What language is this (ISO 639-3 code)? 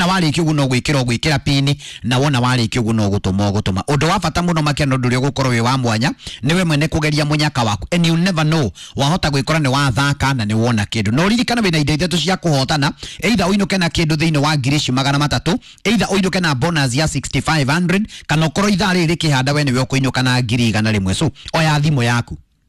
kik